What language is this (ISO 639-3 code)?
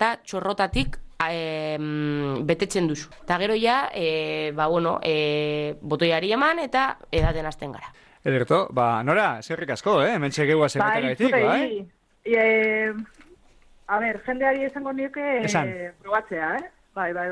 eus